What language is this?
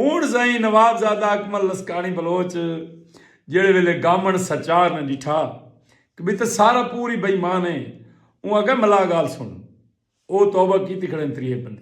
Saraiki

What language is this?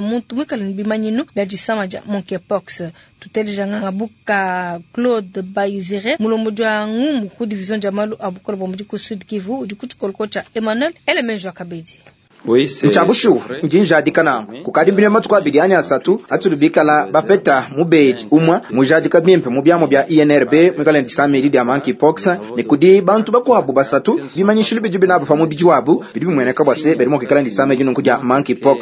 Luba-Lulua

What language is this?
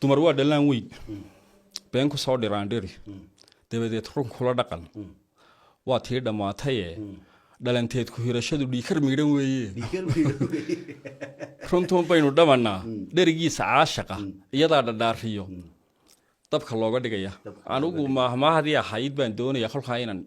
Somali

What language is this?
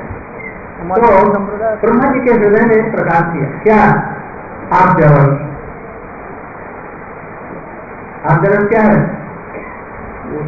Hindi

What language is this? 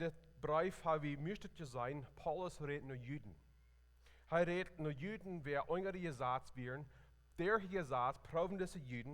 Plautdietsch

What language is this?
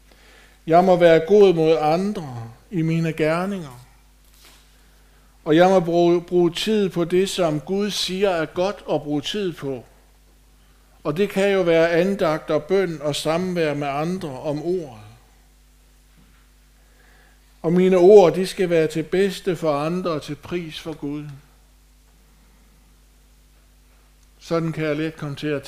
Danish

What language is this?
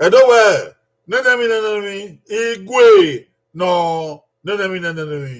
Bini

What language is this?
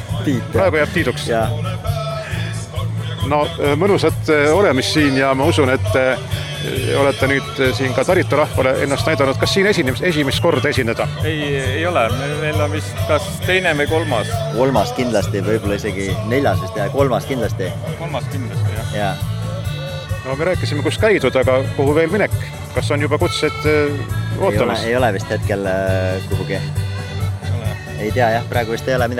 Estonian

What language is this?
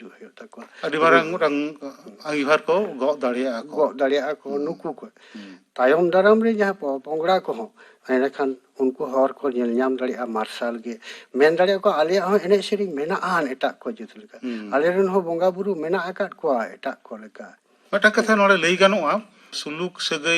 Santali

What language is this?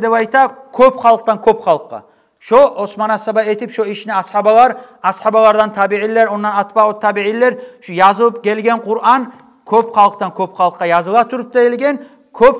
Kumyk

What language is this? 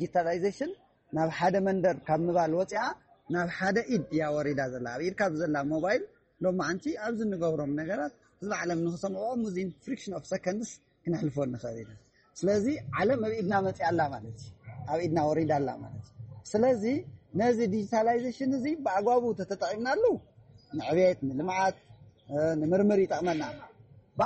Tigrinya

